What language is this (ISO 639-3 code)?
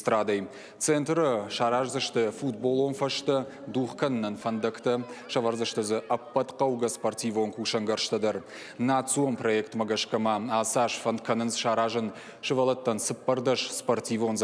oss